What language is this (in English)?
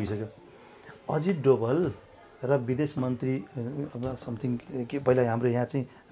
Nepali